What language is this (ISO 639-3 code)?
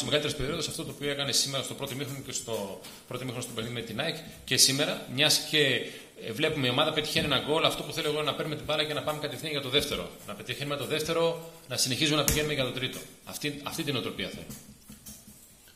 ell